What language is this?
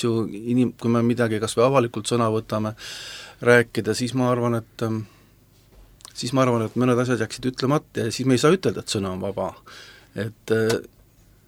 Estonian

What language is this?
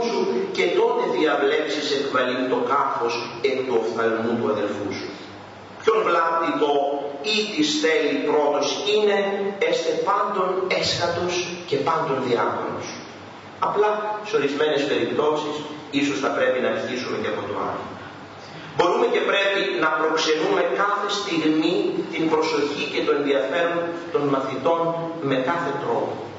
Greek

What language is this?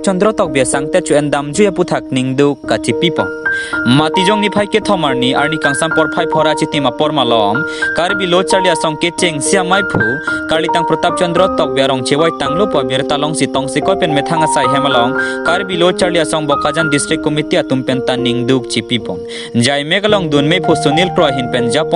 Karbi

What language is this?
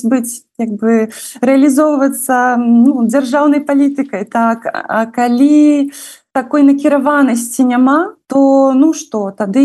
Belarusian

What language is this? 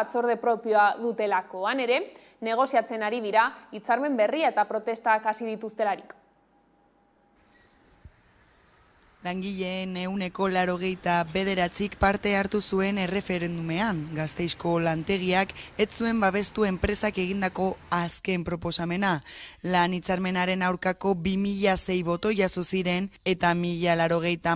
Basque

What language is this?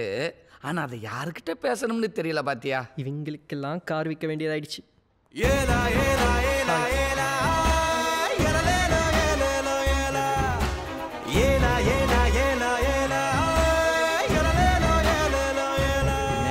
Tamil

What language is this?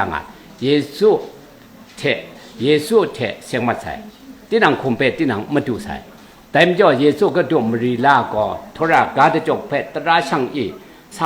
Kachin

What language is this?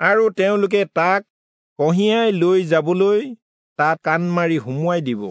Assamese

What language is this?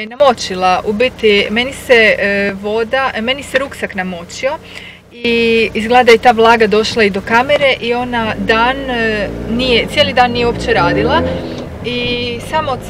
Croatian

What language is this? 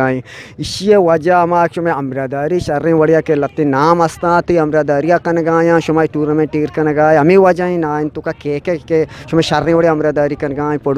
Eastern Balochi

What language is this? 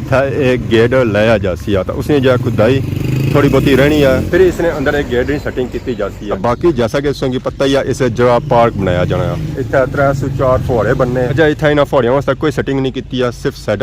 Pahari-Potwari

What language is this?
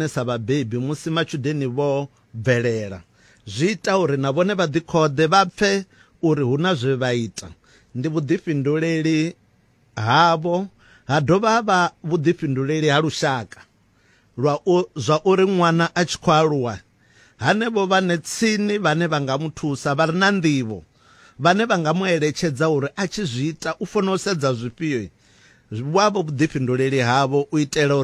Venda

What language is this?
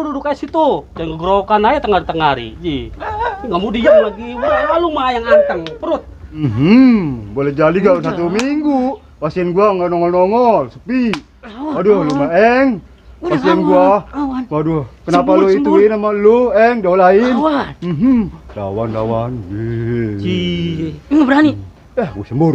Betawi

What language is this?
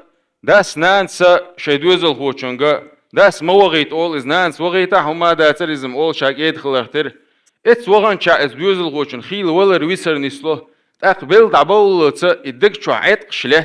Chechen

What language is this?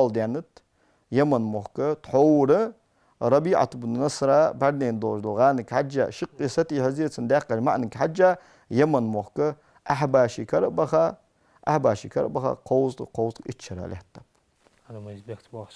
Ingush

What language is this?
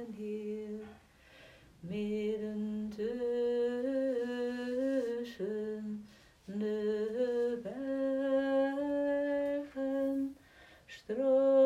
Dutch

